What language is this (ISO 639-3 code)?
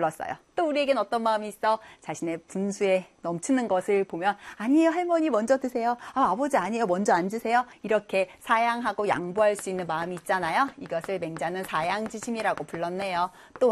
kor